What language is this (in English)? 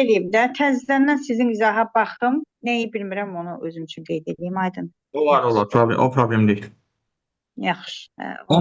Azerbaijani